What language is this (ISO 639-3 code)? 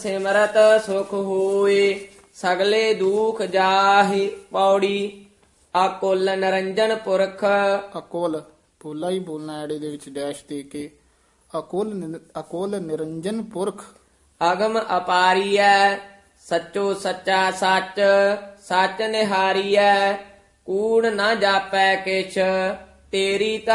pan